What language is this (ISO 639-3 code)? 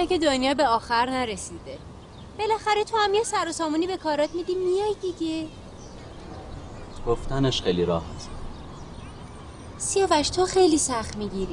fas